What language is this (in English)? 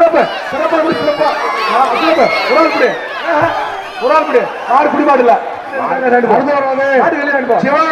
Tamil